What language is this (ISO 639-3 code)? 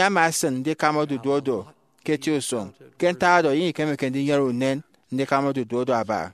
efi